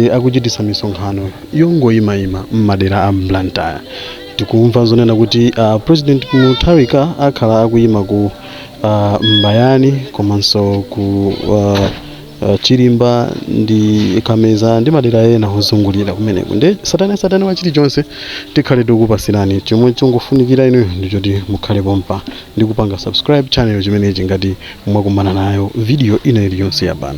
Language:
Nyanja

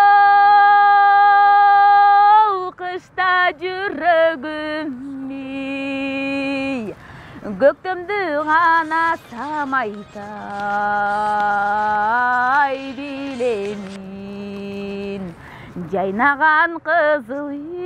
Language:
Kyrgyz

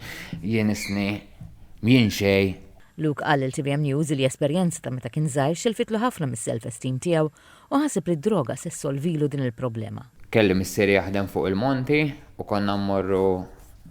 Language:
Maltese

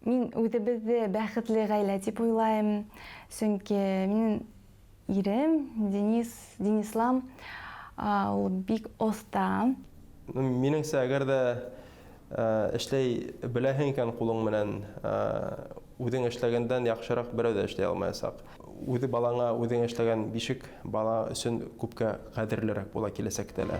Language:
Bashkir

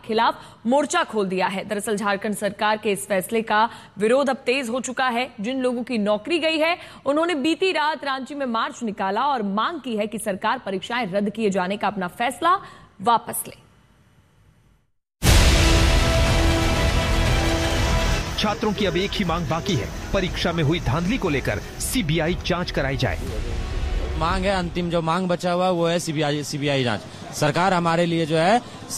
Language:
Hindi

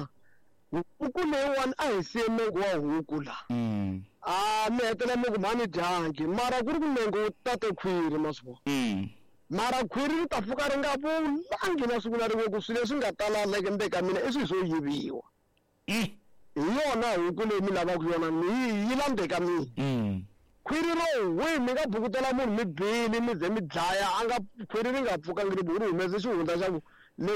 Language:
Tsonga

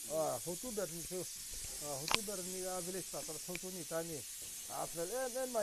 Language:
Mara Chin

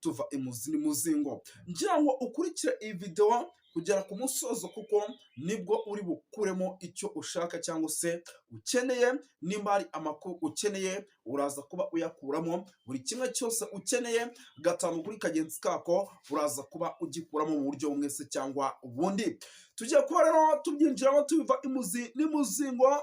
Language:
Kinyarwanda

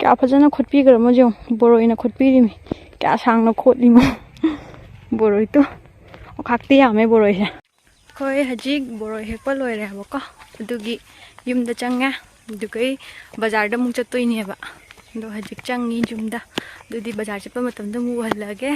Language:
Manipuri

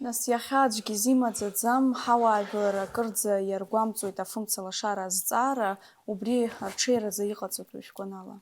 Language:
Abkhazian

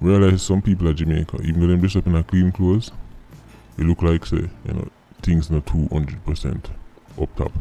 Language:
Jamaican Creole English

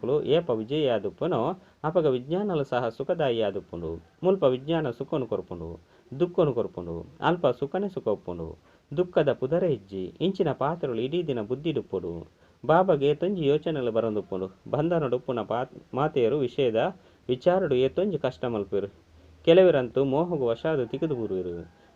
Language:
Tulu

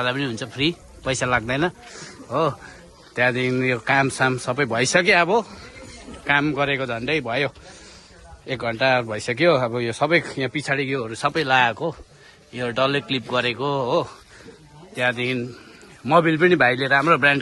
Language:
Nepali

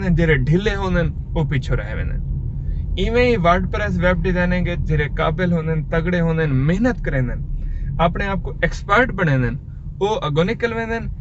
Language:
Saraiki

